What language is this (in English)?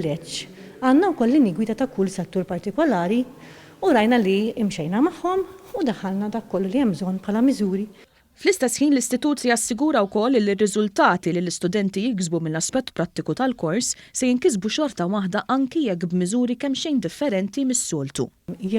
Maltese